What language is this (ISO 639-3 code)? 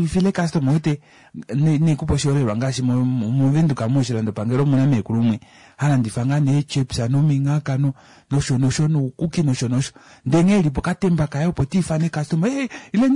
kua